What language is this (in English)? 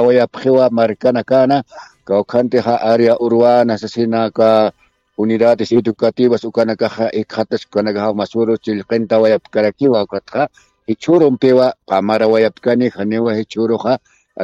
Aymara